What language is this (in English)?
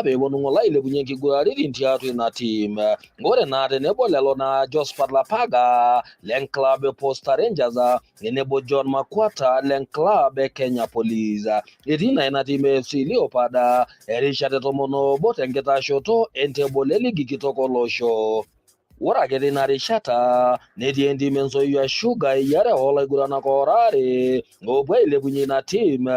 Masai